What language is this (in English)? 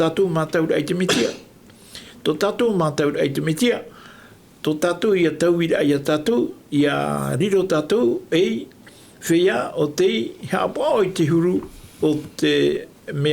Tahitian